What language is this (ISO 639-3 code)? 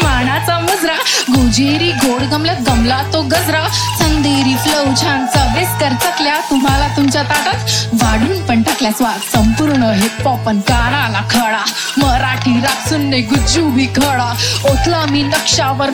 mar